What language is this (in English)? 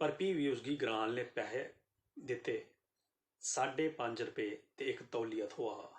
Dogri